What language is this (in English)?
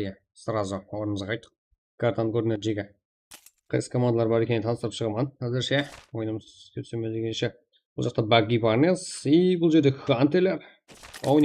Kara-Kalpak